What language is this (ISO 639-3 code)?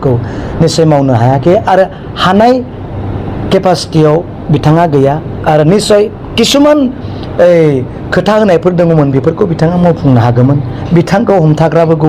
brx